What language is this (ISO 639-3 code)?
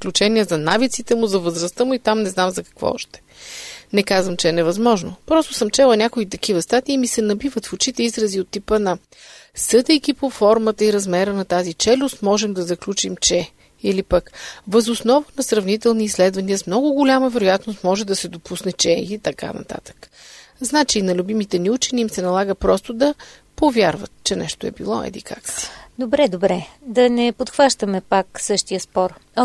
bul